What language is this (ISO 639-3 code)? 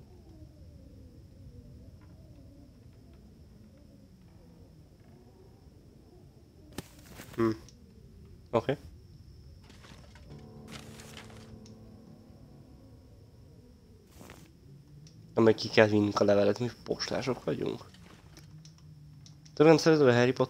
hun